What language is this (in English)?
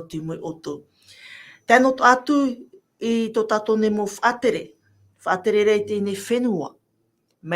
Tahitian